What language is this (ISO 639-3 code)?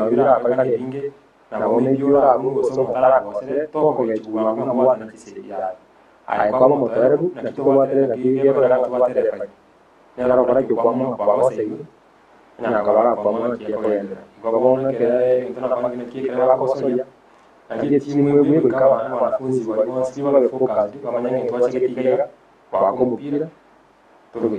guz